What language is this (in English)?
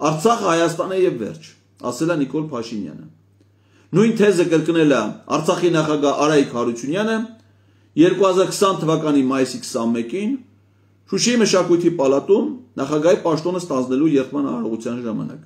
Armenian